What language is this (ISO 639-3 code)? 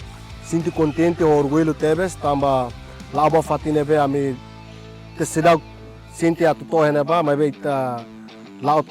tet